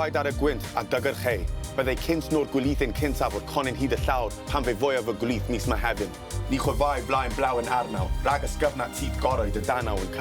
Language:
Welsh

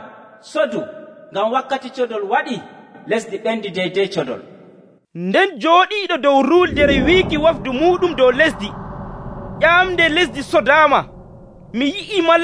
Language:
Nigerian Fulfulde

